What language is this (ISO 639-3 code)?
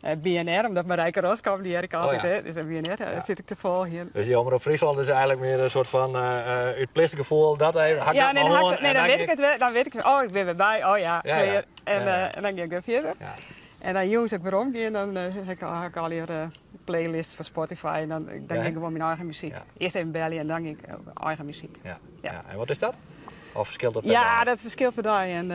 fry